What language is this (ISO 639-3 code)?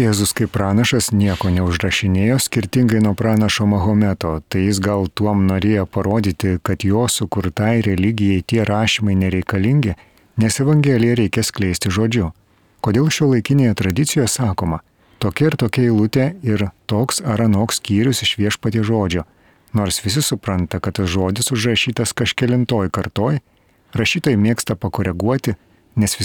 lit